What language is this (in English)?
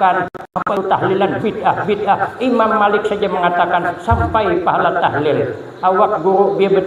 Banjar